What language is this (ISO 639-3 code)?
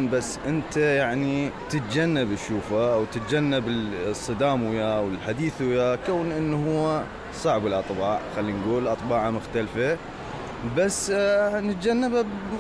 acm